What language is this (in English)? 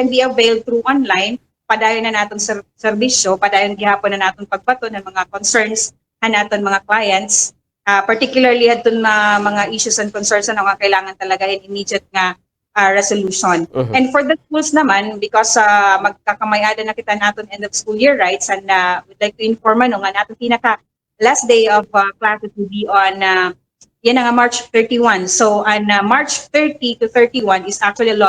Waray